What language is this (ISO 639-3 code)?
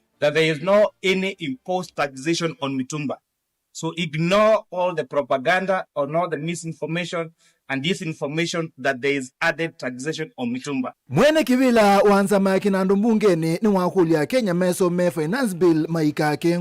kam